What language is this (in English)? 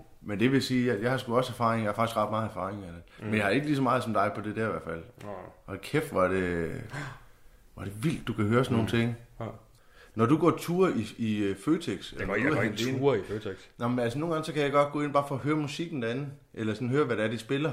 Danish